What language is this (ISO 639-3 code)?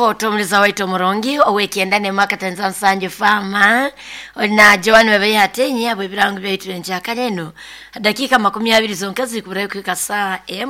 nyo